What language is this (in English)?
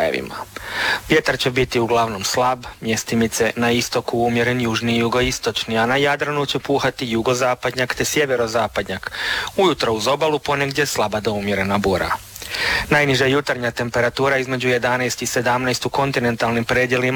Croatian